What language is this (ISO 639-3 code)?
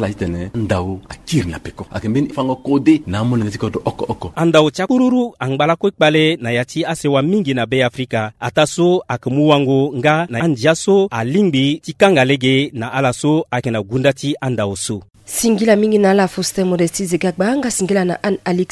sag